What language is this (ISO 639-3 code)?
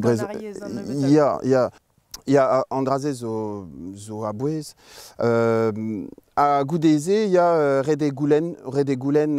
bre